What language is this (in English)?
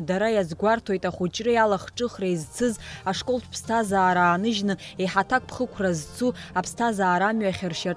Abkhazian